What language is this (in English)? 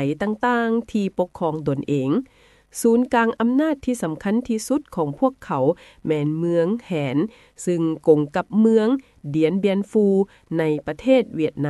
Lao